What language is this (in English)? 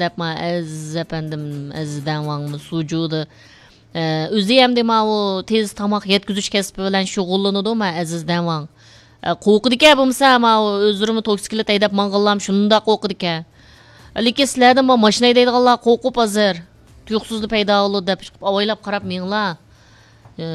Uyghur